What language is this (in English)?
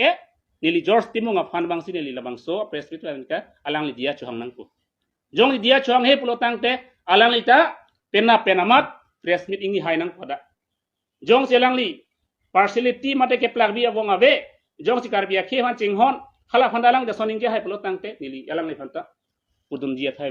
Karbi